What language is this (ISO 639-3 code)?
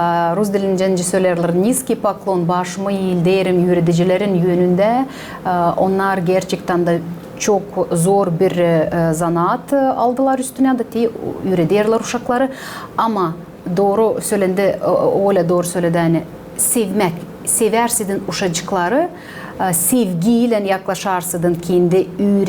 gag